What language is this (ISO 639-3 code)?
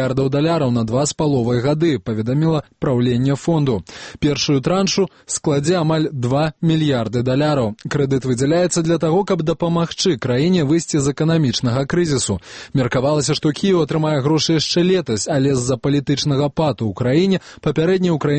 bel